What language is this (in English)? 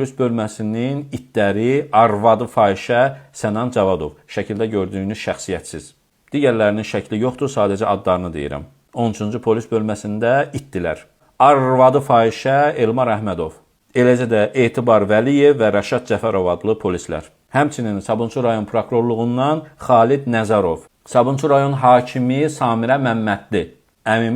Azerbaijani